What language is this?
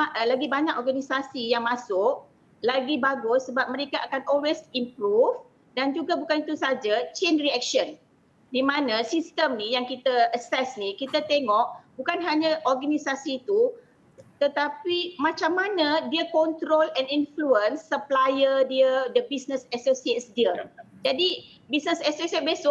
Malay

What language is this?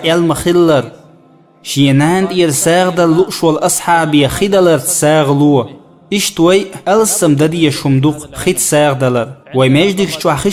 Chechen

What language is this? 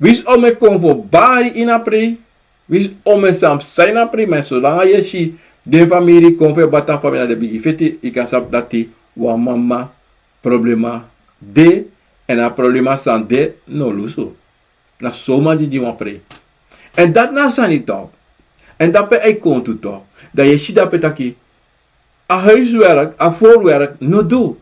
Sranan Tongo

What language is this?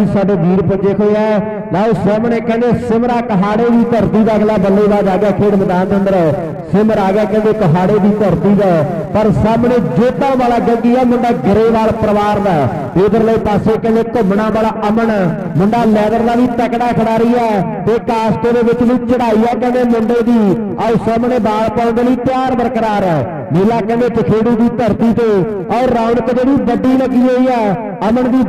Punjabi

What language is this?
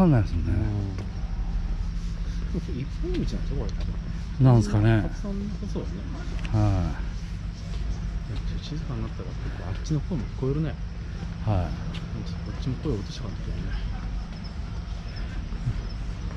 Japanese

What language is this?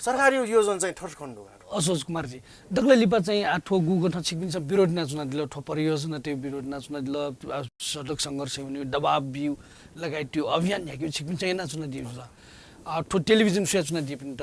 Newari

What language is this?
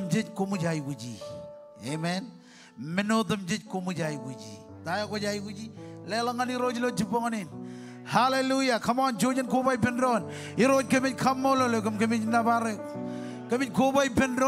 Marshallese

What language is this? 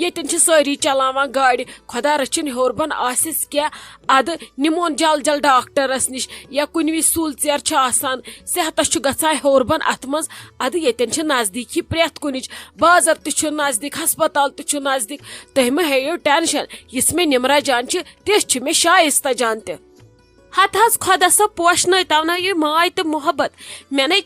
Kashmiri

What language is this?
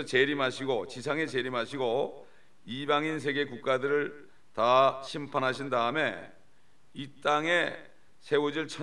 Korean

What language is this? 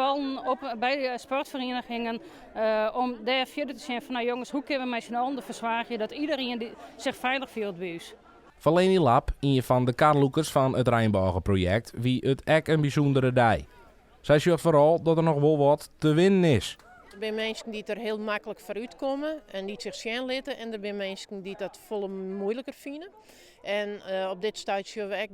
Western Frisian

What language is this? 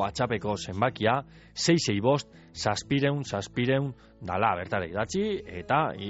Basque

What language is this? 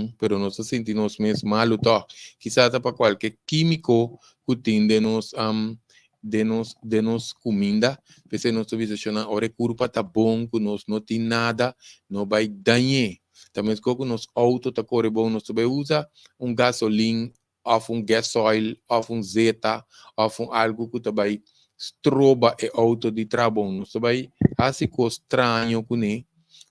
Papiamento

